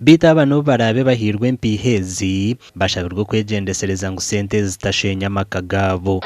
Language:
Nyankole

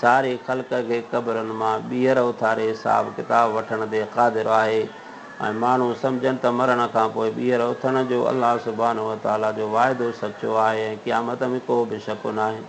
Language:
Sindhi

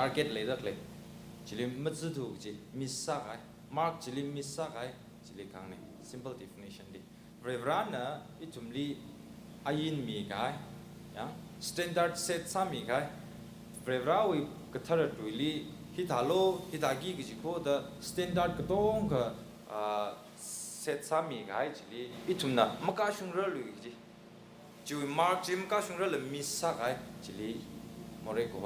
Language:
Tangkhul Naga (India)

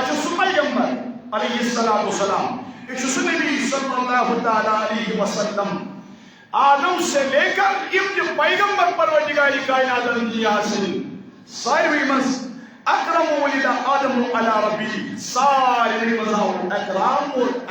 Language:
Kashmiri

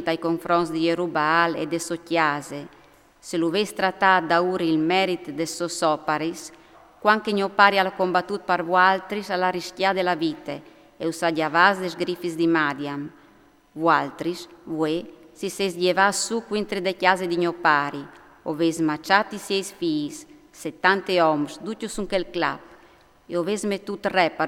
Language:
Friulian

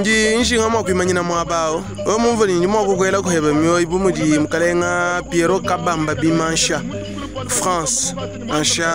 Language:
Luba-Lulua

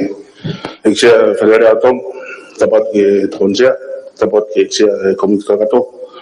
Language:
Tongan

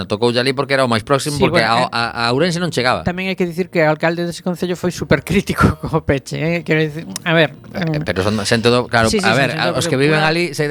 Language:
Galician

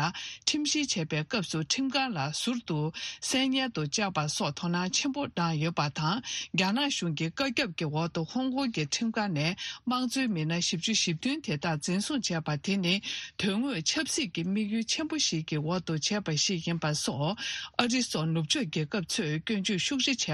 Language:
Tibetan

